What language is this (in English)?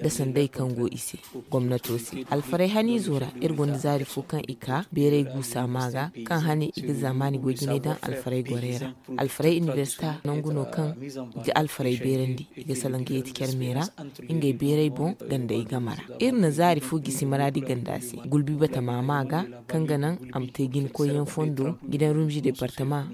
Zarma